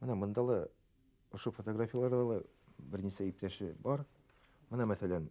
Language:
Bashkir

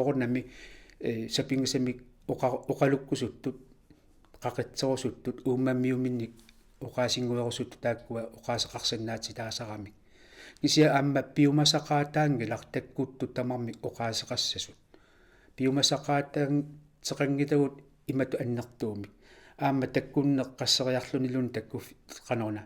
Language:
Kalaallisut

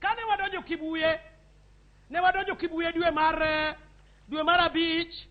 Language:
Luo (Kenya and Tanzania)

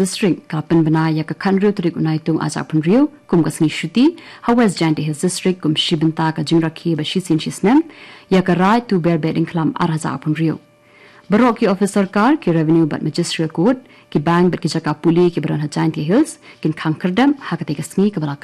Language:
Khasi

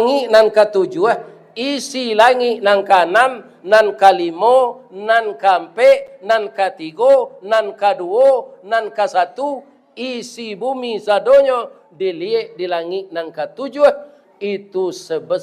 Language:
Minangkabau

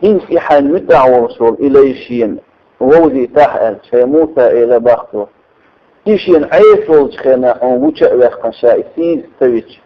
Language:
Chechen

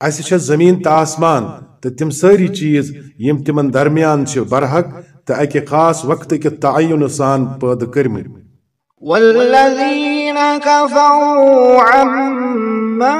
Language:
Kashmiri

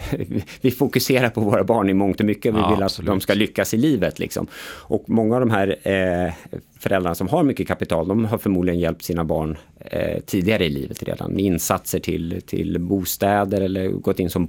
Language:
Swedish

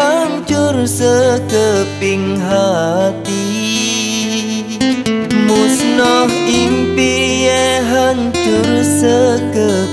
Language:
Malay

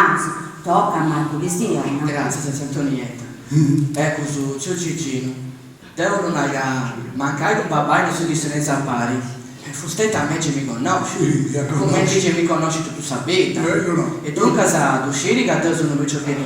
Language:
Sardinian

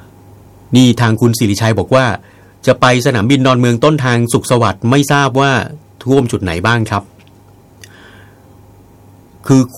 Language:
Thai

